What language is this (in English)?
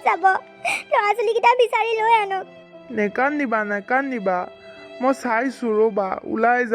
Assamese